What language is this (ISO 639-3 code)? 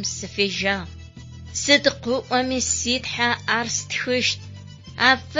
ady